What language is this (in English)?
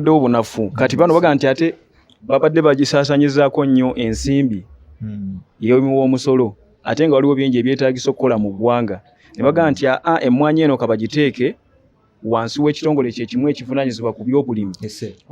Ganda